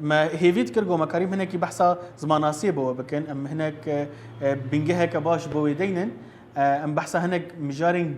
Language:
Kurdish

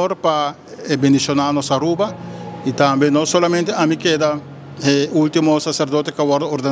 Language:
Papiamento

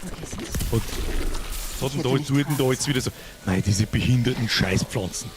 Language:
Bavarian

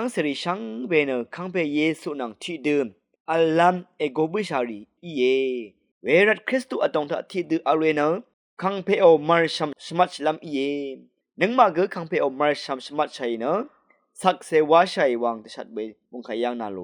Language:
Rawang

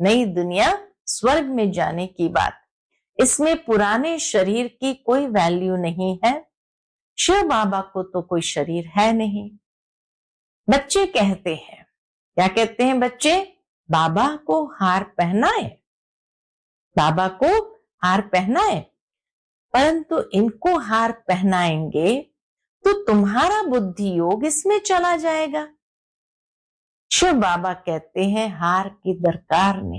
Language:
Hindi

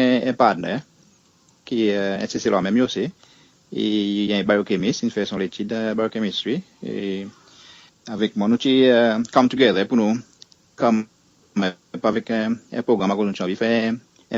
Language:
Seselwa Creole French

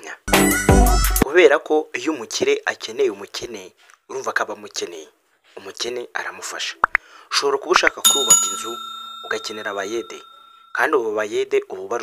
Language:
Kinyarwanda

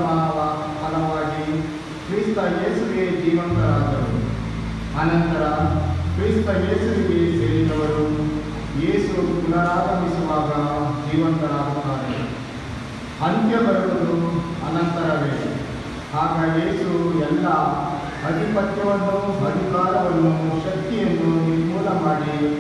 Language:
Kannada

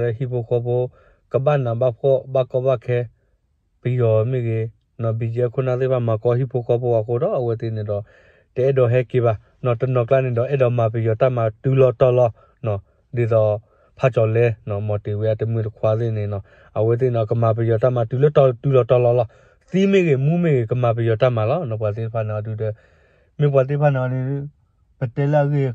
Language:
S'gaw Karen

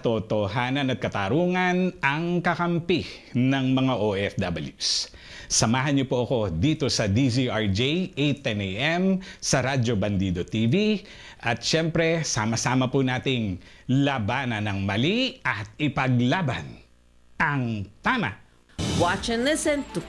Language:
Filipino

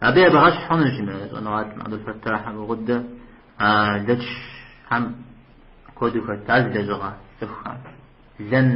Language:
Kabardian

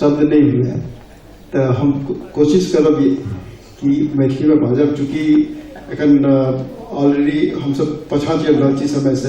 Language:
Maithili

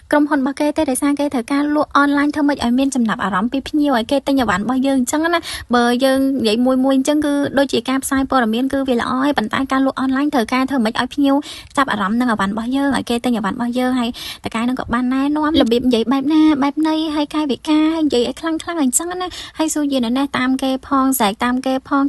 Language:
Khmer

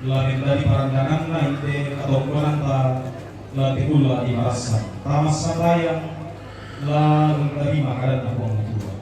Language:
Toraja-Sa'dan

